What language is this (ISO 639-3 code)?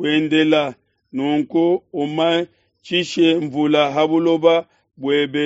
lua